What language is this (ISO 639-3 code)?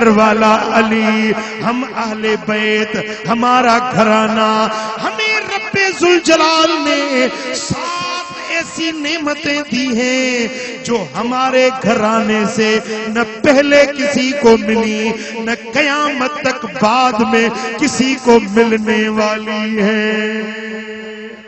urd